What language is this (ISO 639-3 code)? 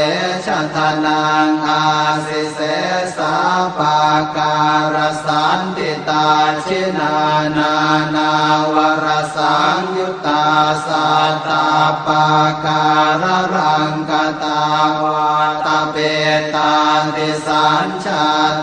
pli